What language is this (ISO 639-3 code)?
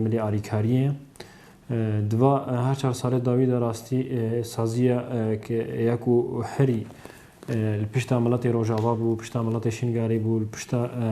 kur